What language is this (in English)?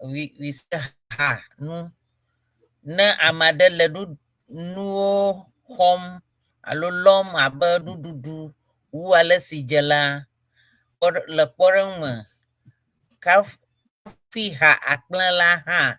Ewe